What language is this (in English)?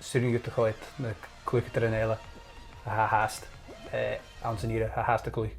Scottish Gaelic